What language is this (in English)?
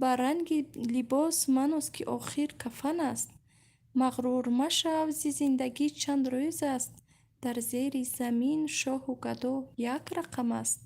Tajik